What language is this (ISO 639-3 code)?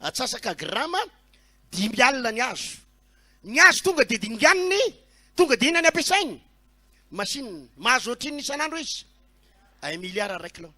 mlg